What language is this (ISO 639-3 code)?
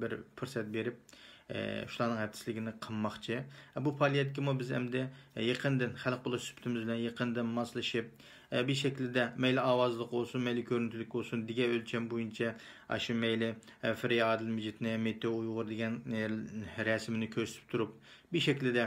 uig